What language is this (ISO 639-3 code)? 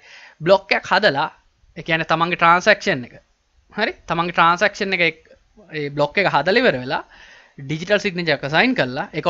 sin